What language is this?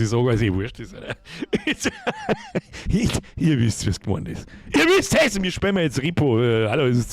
Bavarian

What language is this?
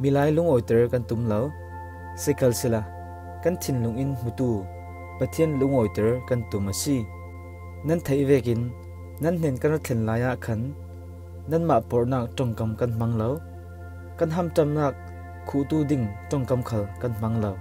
Falam Chin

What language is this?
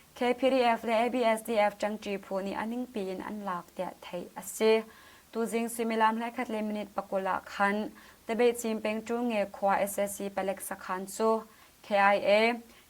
Hakha Chin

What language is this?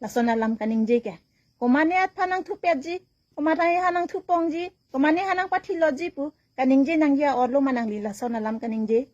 Karbi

